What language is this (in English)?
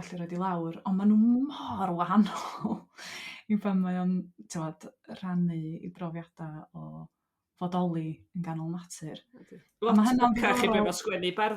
Welsh